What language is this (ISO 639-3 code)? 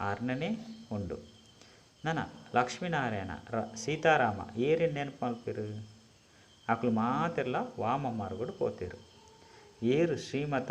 tcy